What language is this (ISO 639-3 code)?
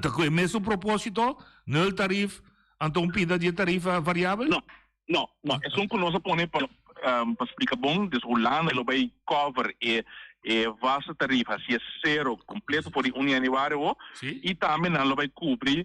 pap